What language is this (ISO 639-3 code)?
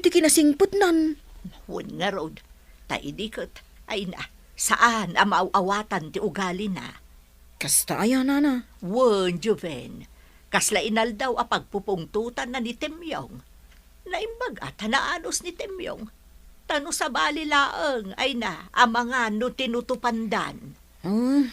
ilo